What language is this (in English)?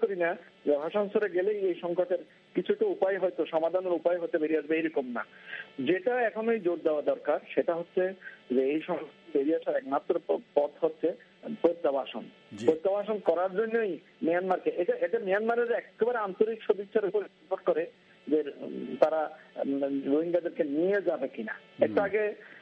Bangla